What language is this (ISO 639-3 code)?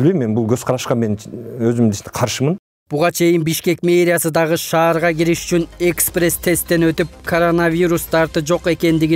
kir